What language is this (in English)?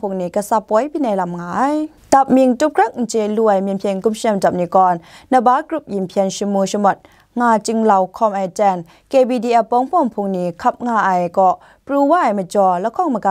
Kachin